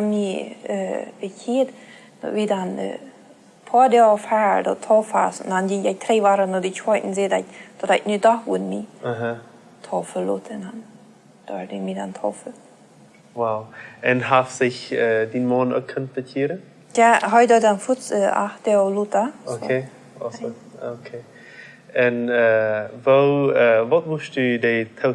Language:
Plautdietsch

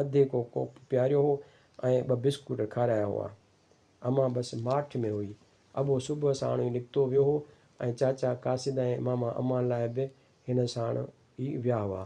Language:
Sindhi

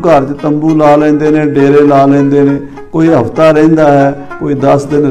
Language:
Punjabi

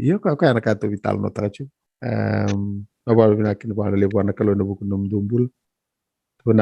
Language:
Fijian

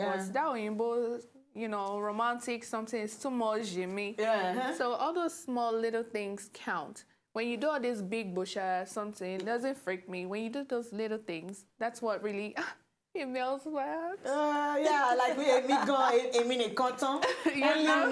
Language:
Nigerian Pidgin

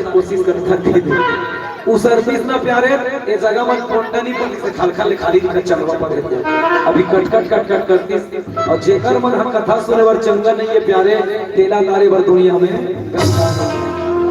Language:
Chhattisgarhi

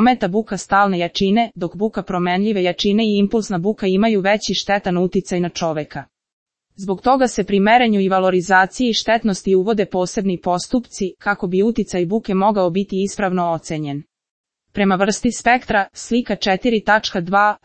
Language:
Serbian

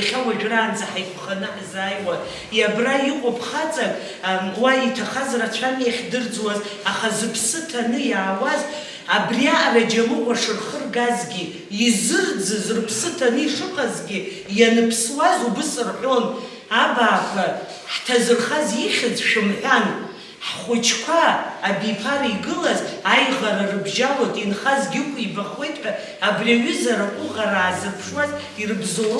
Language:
Abkhazian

